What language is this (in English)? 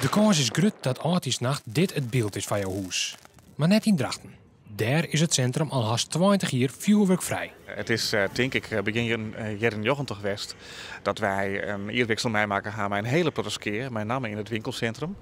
Western Frisian